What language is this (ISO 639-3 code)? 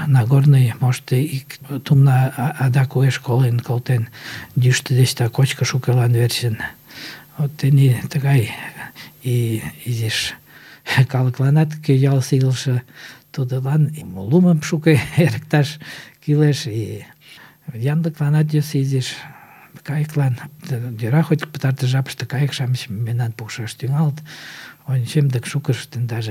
chm